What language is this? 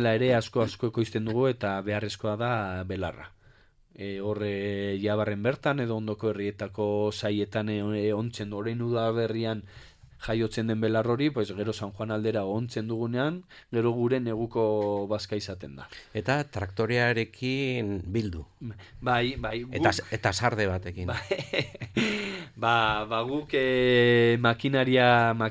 Basque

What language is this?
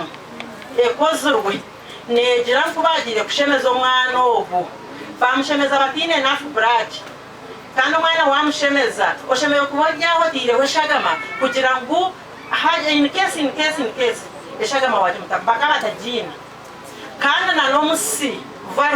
Nyankole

